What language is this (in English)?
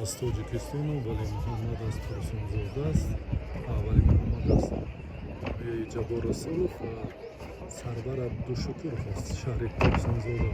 Tajik